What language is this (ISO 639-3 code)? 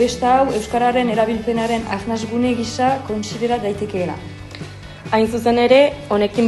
eus